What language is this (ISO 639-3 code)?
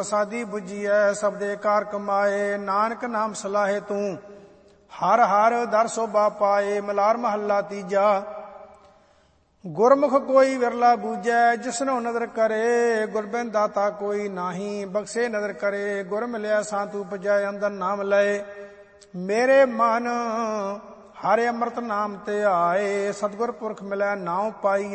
pan